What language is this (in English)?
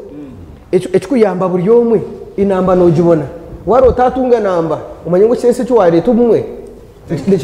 Nyankole